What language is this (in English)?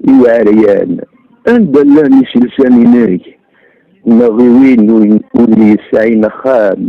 Kabyle